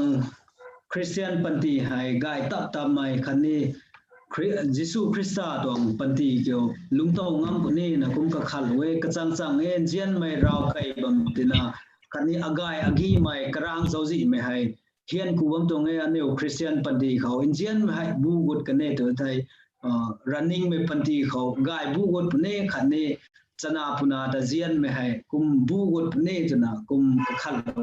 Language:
Rongmei Naga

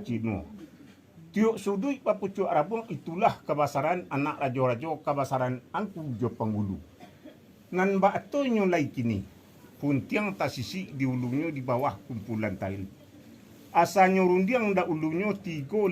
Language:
Minangkabau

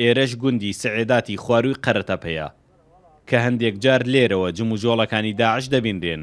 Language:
Central Kurdish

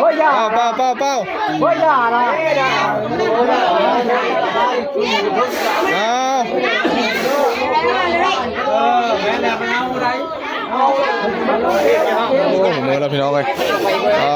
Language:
Northeastern Thai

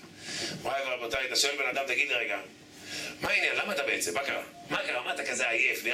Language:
Hebrew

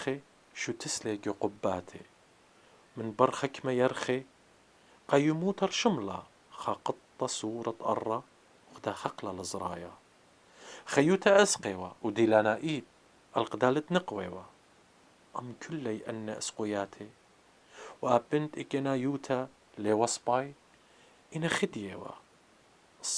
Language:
Assyrian Neo-Aramaic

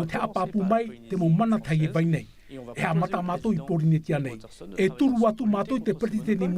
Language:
Tahitian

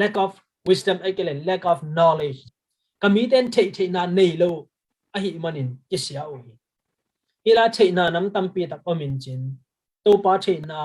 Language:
Tedim Chin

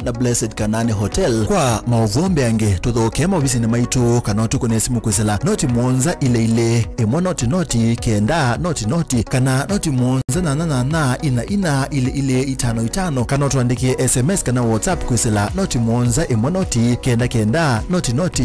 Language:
Kamba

